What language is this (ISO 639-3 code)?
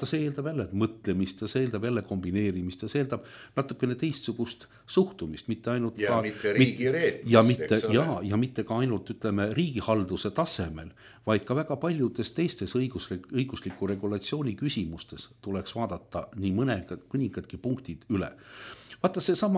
est